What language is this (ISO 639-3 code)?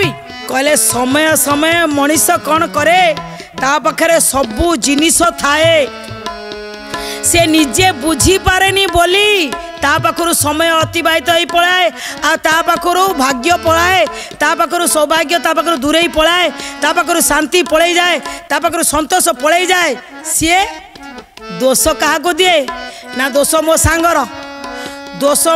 ori